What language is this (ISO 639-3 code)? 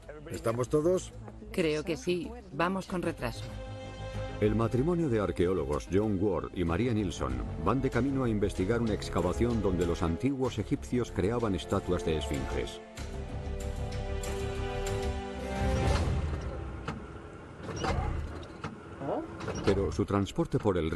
spa